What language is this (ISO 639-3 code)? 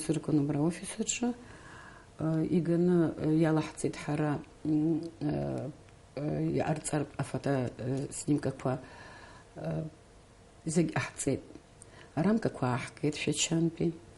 abk